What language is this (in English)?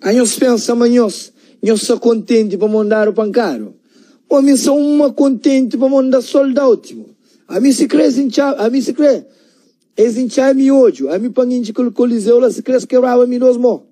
Kabuverdianu